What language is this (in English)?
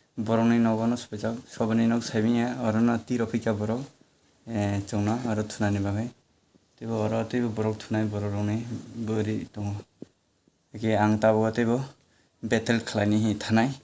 Kok Borok